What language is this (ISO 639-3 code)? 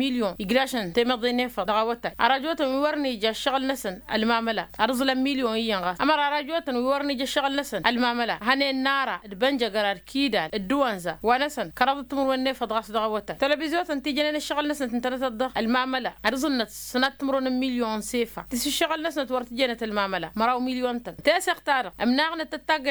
taq